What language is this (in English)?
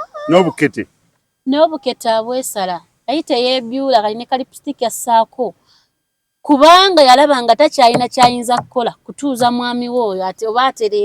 Ganda